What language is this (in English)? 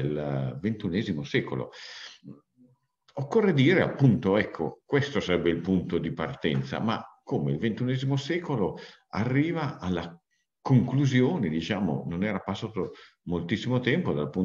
Italian